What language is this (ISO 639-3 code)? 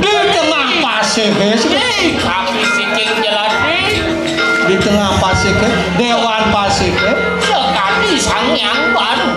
ban